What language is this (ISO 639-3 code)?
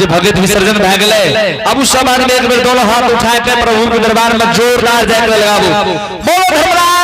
anp